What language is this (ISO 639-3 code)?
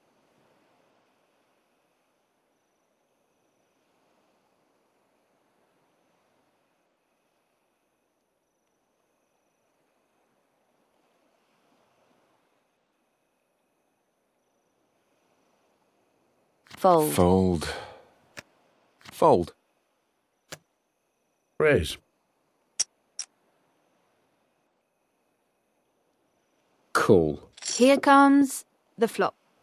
eng